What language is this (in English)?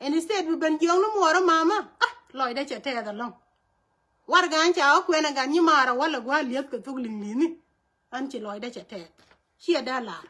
Nuer